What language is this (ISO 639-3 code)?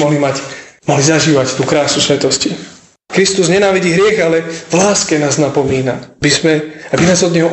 slk